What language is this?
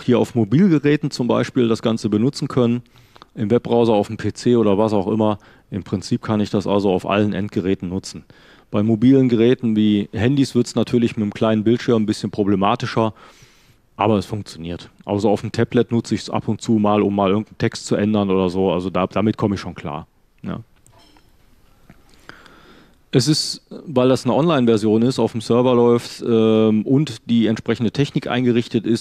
German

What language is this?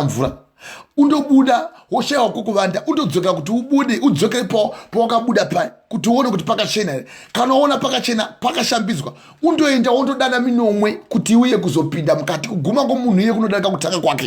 Shona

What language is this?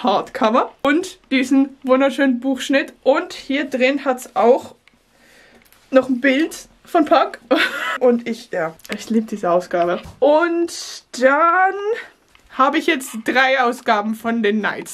German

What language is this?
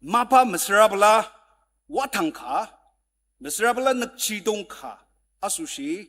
Ao Naga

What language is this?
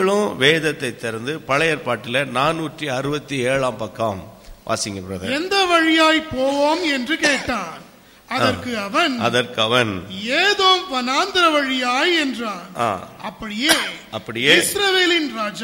Tamil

